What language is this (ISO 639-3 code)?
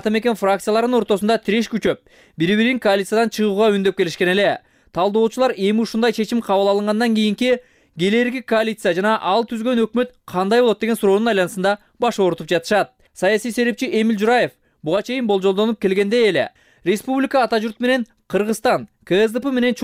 kir